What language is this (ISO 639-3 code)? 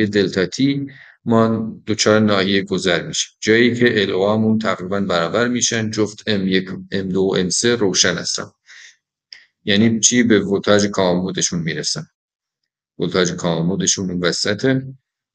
fas